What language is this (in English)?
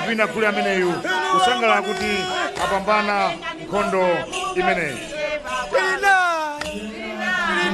Nyanja